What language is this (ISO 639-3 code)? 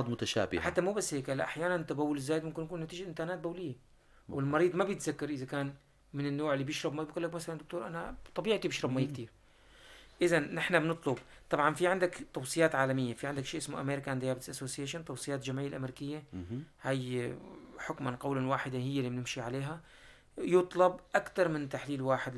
apc